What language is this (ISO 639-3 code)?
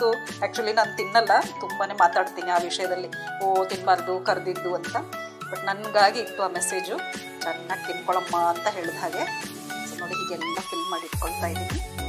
kan